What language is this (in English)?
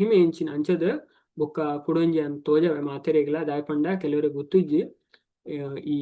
Tulu